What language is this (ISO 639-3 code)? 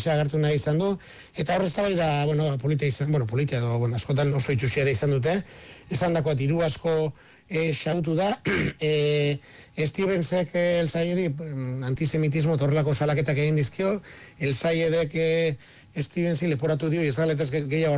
eus